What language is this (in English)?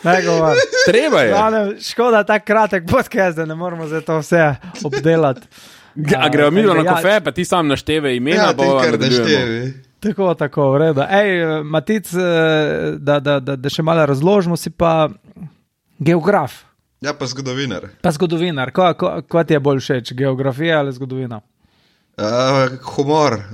Slovenian